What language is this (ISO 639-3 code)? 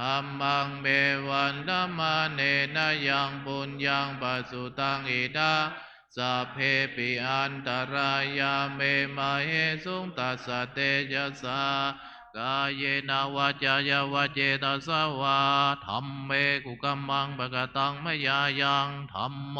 pli